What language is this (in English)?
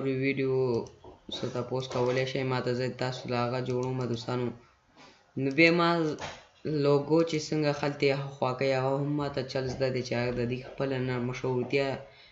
Pashto